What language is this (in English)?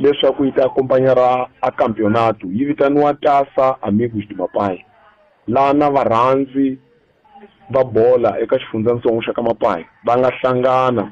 Tsonga